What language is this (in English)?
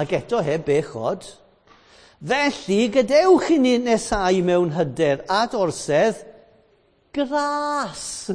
Welsh